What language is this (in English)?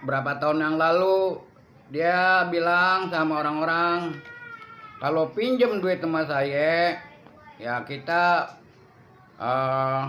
Betawi